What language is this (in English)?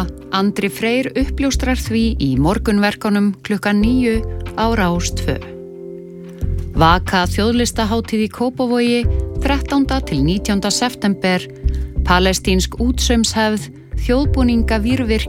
Icelandic